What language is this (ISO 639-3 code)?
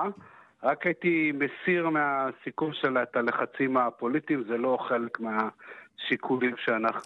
heb